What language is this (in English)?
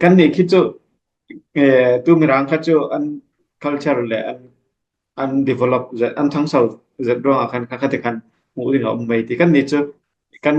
Falam Chin